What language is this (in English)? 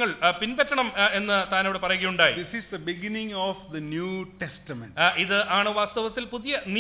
Malayalam